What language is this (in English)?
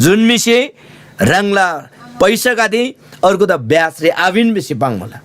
Eastern Tamang